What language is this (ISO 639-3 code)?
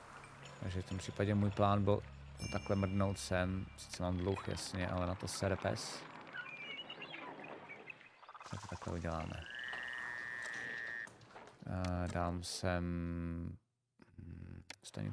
ces